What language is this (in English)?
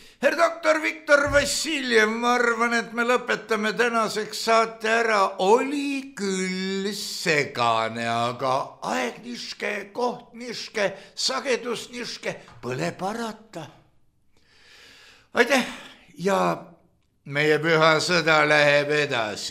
Estonian